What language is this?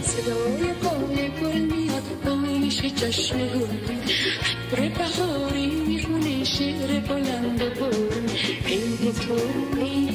Persian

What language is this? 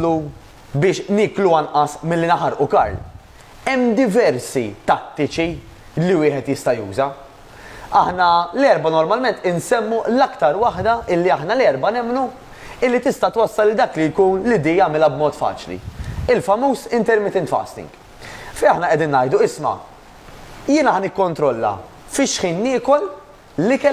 Maltese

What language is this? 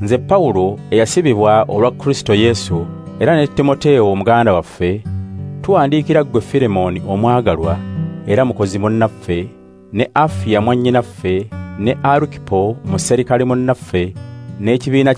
Ganda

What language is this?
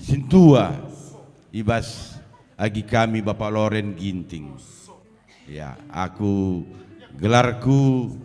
Batak Karo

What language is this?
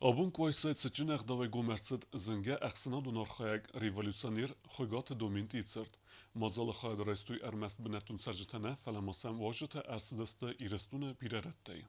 Ossetic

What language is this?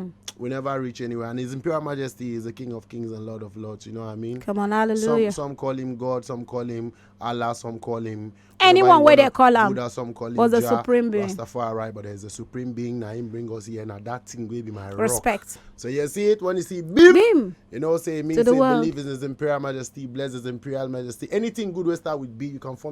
Nigerian Pidgin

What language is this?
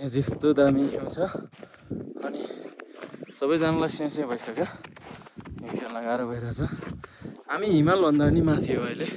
Nepali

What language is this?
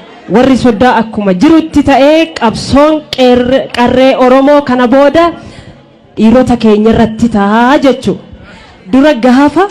Oromo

